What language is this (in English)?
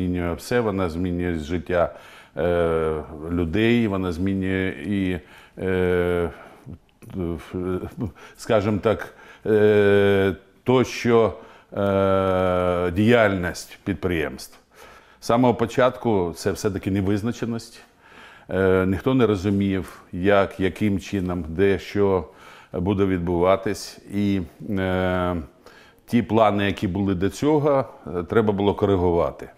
Ukrainian